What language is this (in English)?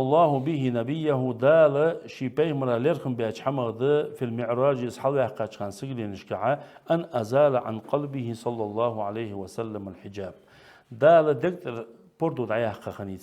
Ingush